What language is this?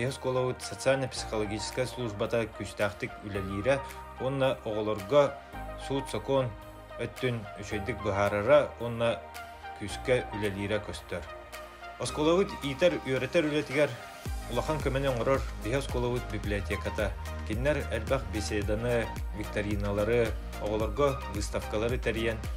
Yakut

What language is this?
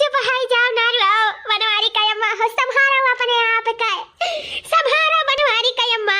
Awadhi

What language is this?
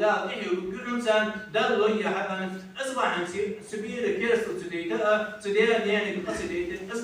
Ingush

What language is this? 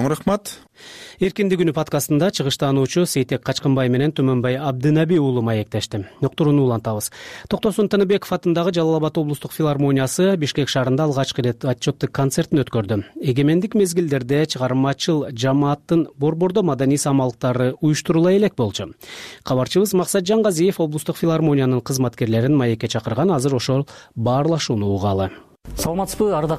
Kyrgyz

